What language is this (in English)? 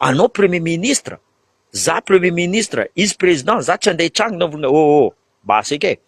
Malagasy